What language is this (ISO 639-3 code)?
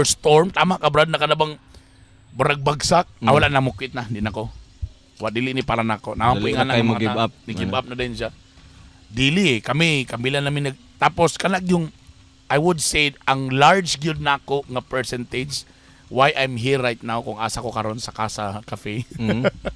ceb